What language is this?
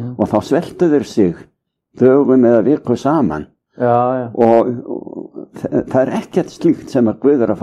Icelandic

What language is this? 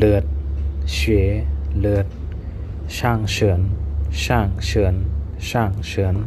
Shan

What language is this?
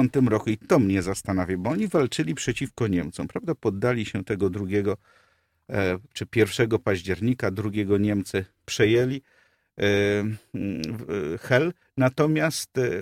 Polish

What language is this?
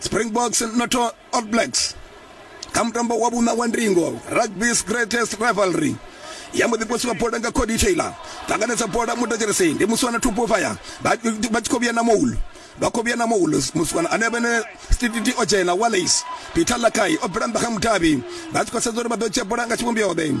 Venda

